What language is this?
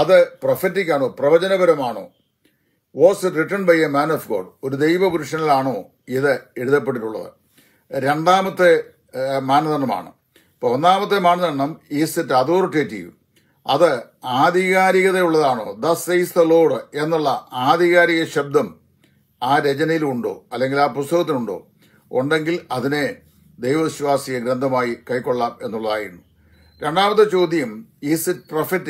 Malayalam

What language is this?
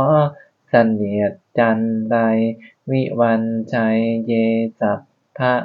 Pali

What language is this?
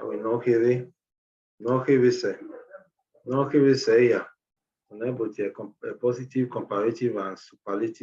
Bini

